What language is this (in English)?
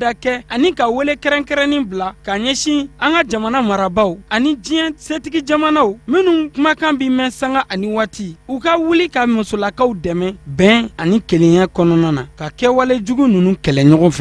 Bambara